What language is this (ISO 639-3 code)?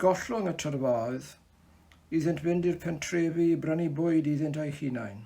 cym